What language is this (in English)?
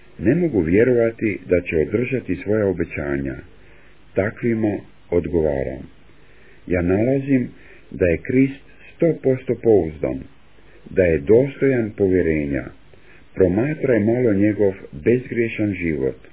Croatian